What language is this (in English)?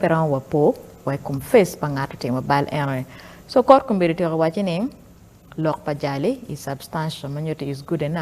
Acoli